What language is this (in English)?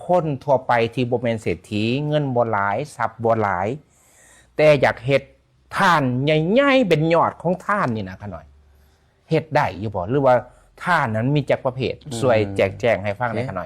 Lao